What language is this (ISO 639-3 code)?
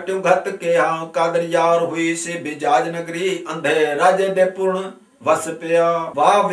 pan